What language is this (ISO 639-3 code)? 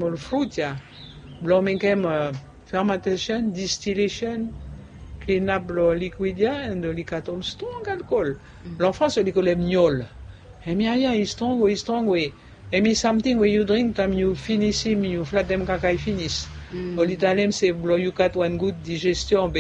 bis